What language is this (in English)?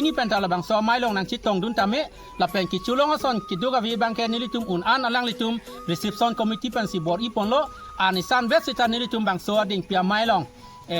Karbi